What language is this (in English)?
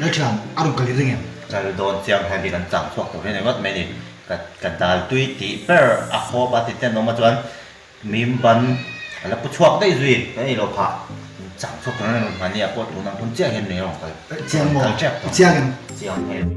Mizo